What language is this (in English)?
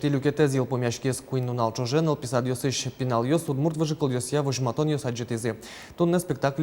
Udmurt